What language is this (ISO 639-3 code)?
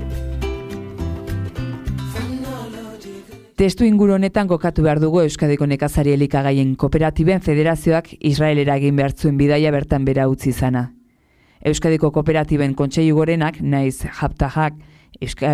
eus